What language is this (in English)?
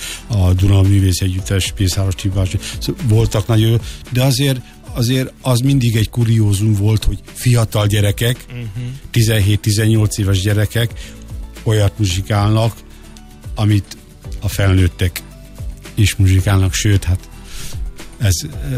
Hungarian